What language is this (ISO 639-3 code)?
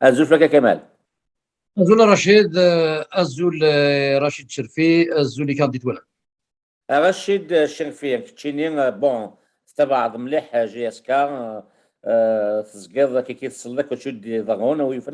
kab